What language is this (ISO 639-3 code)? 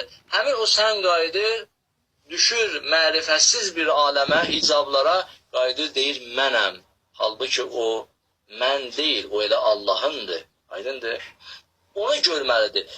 aze